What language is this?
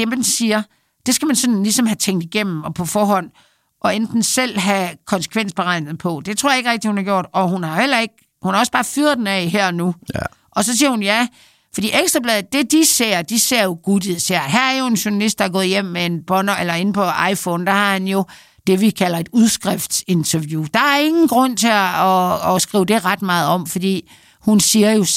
Danish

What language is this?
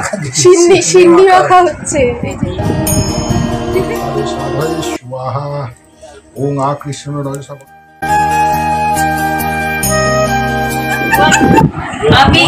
Bangla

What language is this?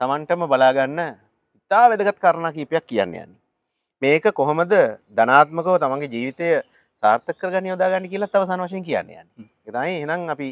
Sinhala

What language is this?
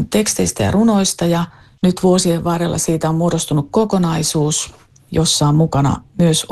Finnish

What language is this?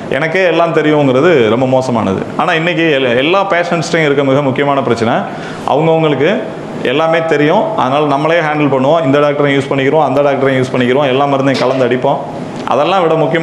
Tamil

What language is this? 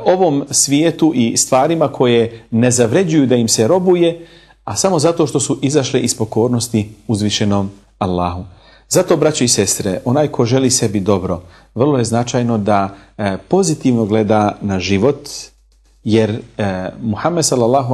Bosnian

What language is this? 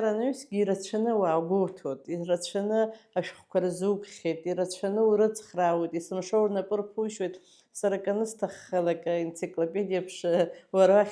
Abkhazian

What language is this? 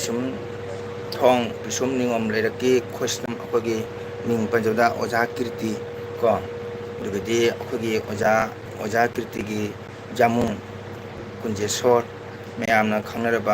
Manipuri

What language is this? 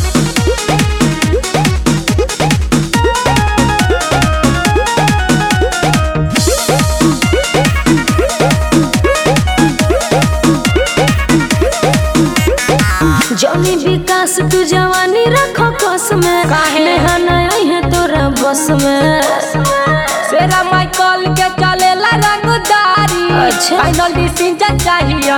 Bhojpuri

